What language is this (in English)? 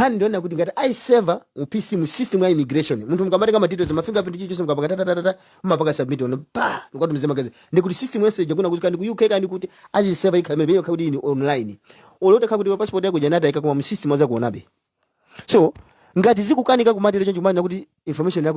Nyanja